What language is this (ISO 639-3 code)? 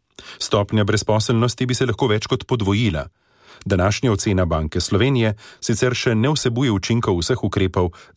slv